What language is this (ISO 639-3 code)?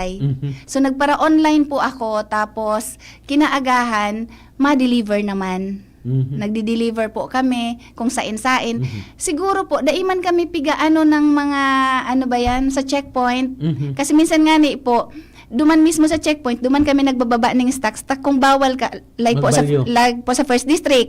bik